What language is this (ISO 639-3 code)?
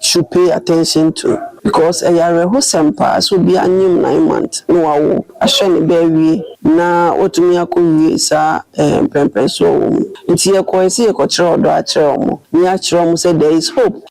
aka